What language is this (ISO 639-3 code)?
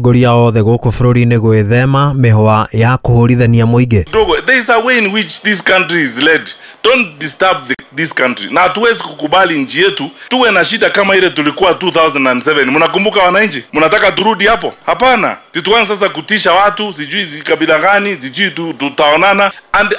kik